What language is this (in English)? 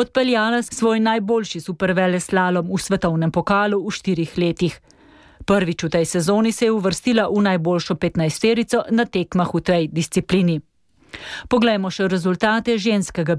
Slovenian